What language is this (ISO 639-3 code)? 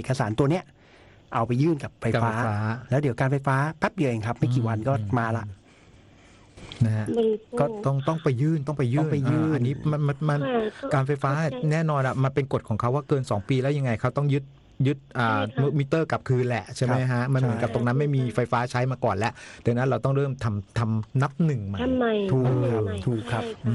tha